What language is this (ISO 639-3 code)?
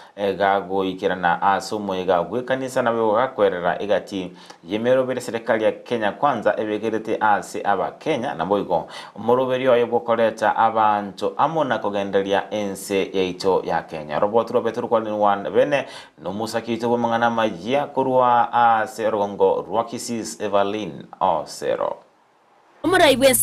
guz